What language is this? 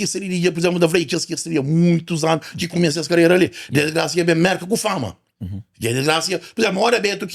Kabuverdianu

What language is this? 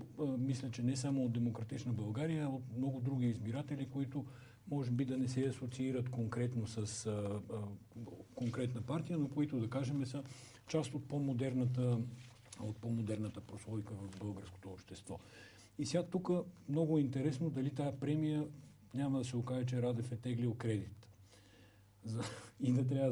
Bulgarian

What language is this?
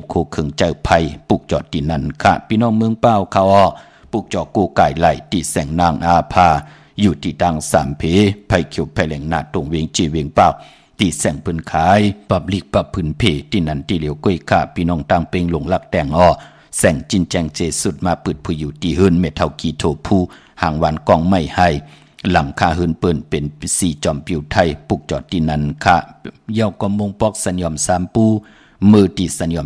Shan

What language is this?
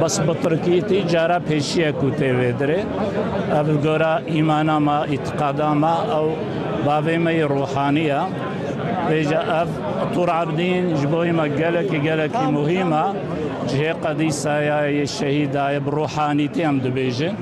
Kurdish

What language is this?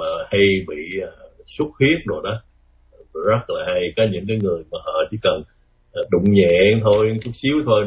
Vietnamese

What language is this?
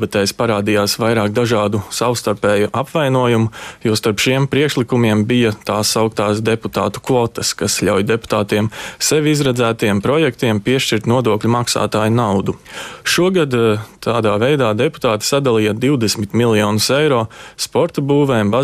Latvian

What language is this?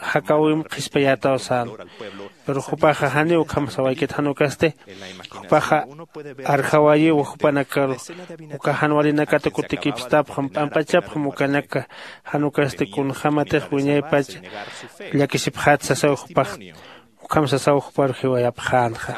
Aymara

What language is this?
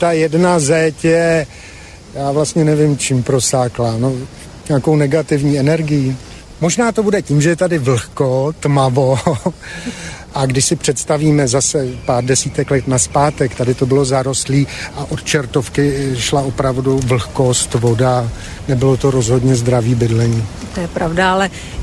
Czech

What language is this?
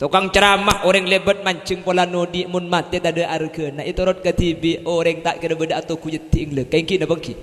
Madurese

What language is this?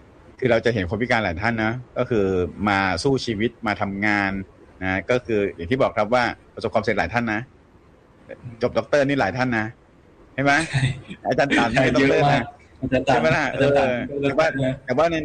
Thai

